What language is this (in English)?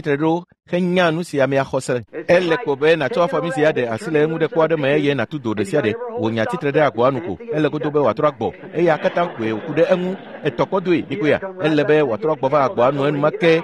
Ewe